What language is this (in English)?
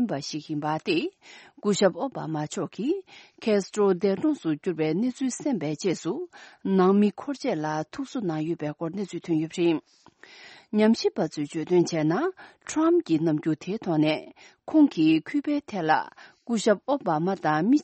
Tibetan